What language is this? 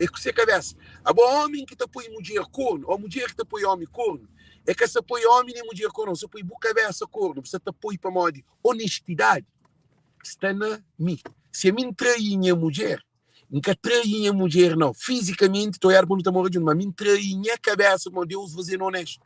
Kabuverdianu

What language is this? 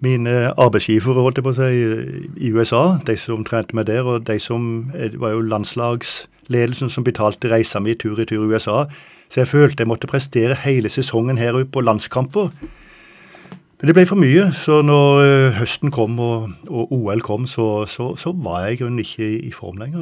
Norwegian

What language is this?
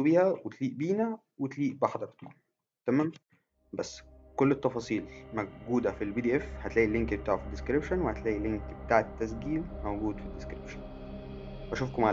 Egyptian Arabic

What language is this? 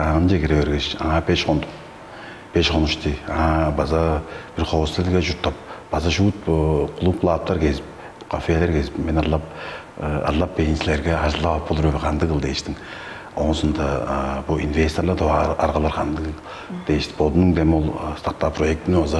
Tuvinian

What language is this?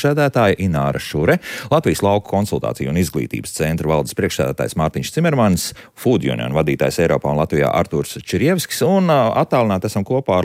Latvian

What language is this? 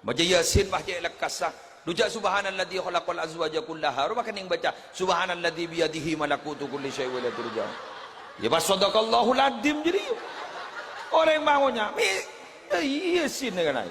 Madurese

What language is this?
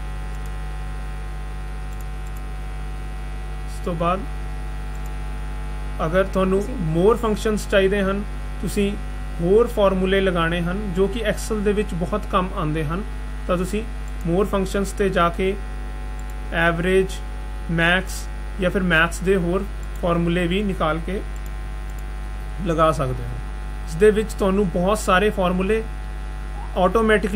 Punjabi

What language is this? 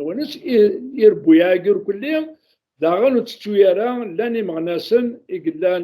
Kabyle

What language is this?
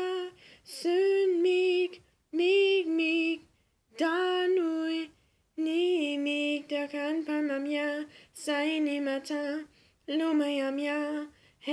Romanian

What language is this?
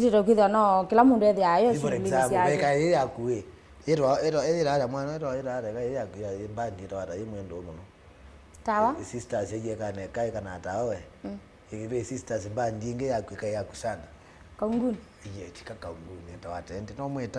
Kamba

